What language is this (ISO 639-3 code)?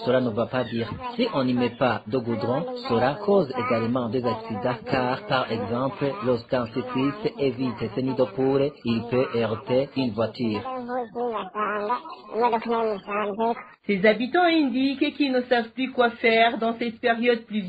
fra